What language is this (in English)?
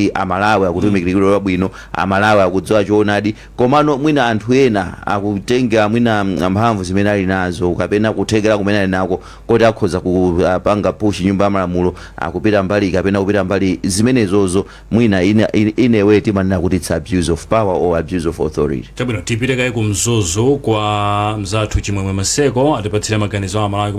Nyanja